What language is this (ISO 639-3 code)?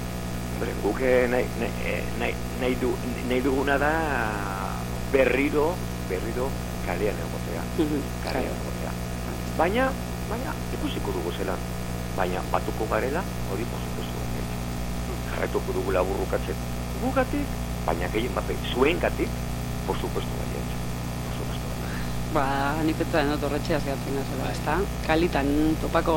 eus